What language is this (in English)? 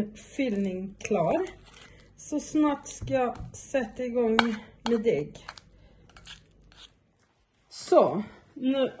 Swedish